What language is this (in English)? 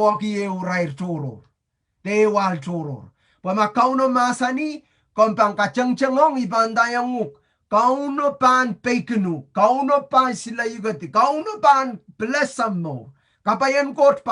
Pohnpeian